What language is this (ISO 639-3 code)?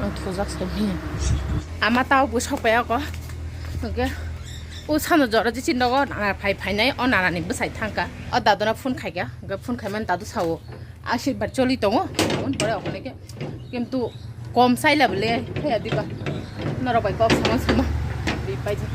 trp